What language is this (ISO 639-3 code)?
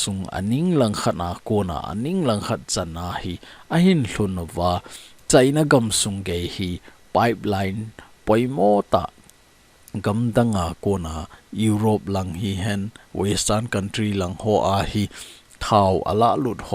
tcz